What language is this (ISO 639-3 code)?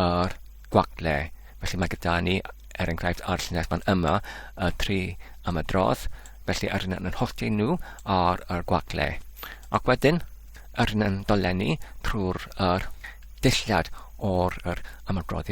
cym